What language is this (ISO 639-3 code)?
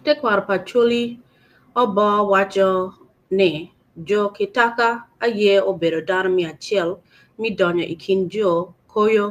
ach